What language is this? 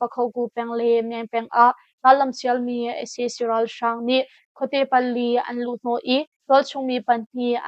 Hakha Chin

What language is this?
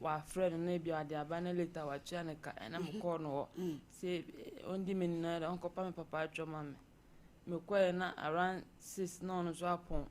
Akan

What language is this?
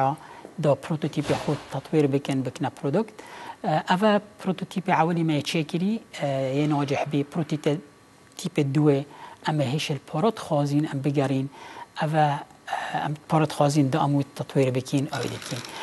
Kurdish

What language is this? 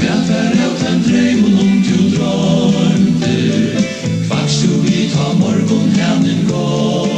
Faroese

